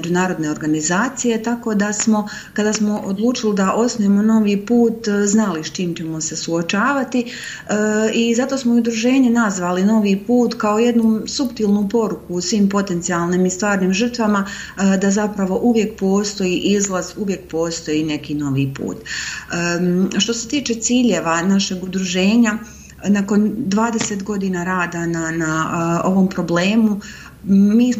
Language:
Bosnian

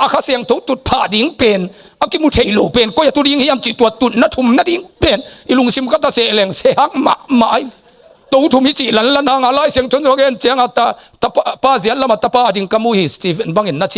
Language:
Tedim Chin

